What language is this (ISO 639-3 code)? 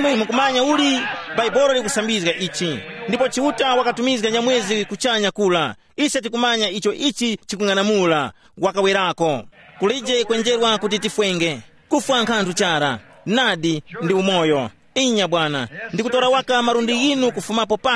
tum